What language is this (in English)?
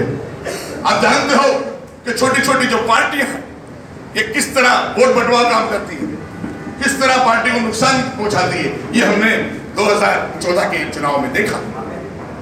Hindi